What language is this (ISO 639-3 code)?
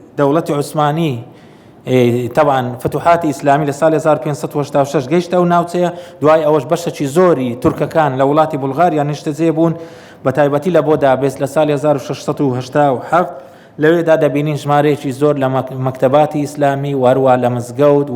ckb